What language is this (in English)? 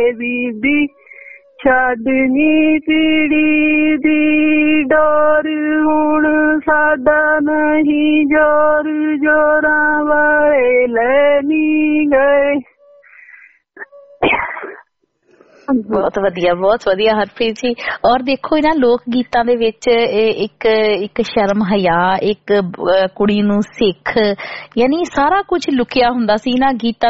Punjabi